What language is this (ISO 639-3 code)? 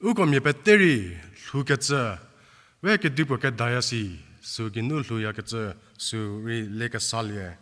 njm